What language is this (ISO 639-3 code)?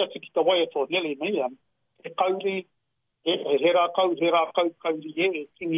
mri